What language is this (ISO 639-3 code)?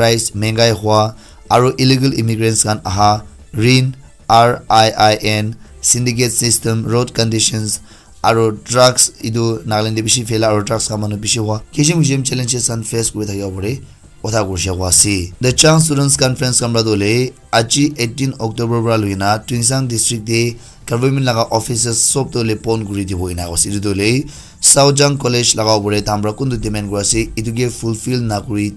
nag